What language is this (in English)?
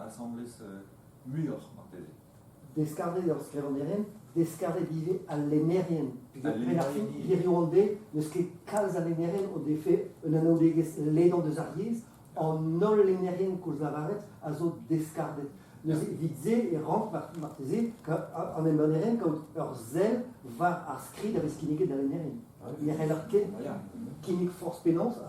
Breton